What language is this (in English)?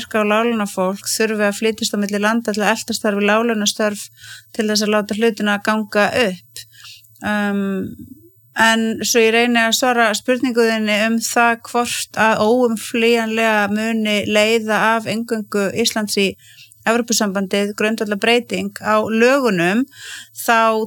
Icelandic